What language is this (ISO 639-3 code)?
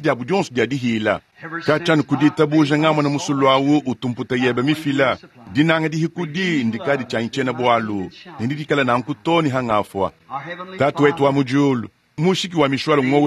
lua